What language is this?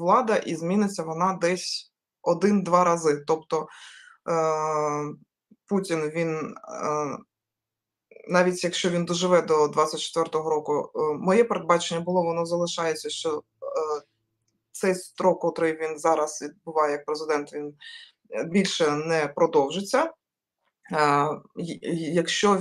Ukrainian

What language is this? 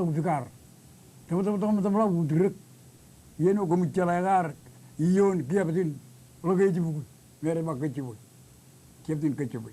Marshallese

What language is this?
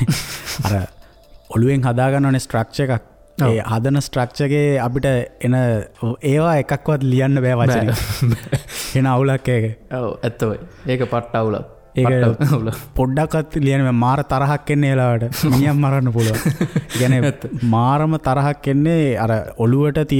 Sinhala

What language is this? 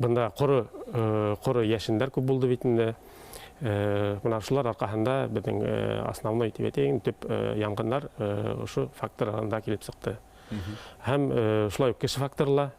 Bashkir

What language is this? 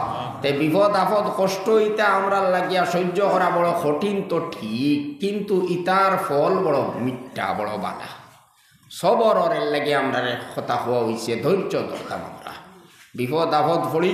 Sylheti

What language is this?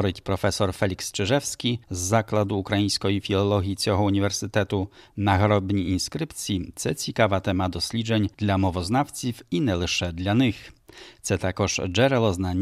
Ukrainian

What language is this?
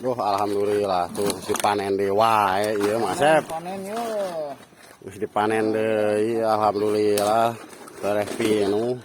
Sundanese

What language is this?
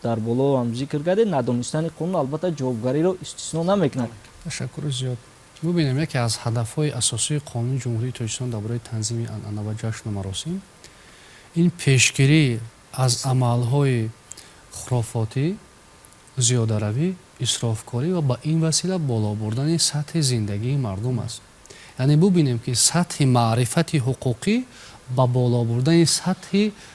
Tajik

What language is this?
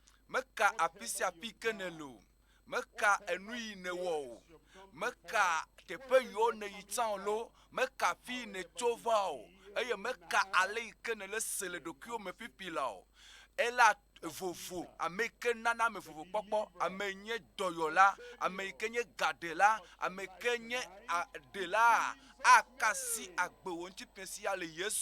Ewe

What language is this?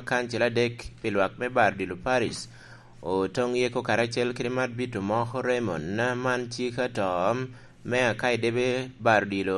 Lango (Uganda)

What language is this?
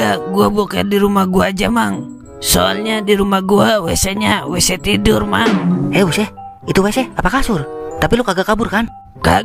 Betawi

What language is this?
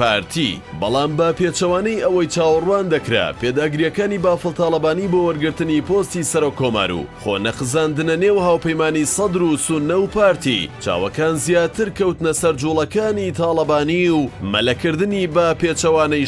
Central Kurdish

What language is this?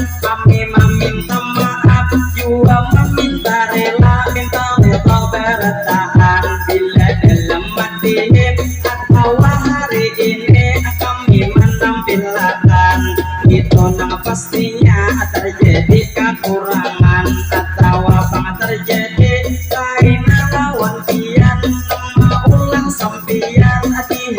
Banjar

